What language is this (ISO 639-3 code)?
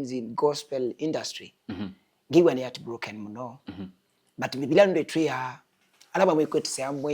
kam